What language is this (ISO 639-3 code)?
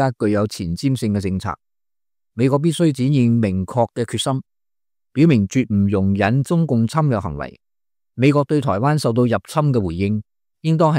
yue